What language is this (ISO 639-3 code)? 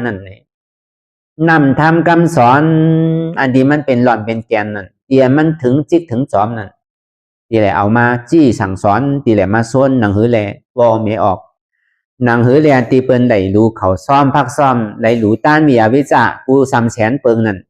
shn